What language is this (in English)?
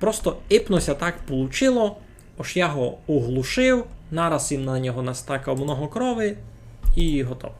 Rusyn